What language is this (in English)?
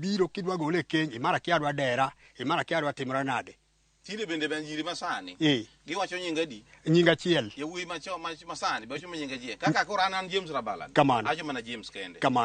Luo (Kenya and Tanzania)